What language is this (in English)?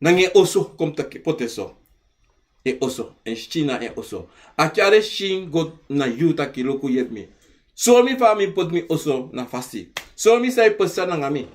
Sranan Tongo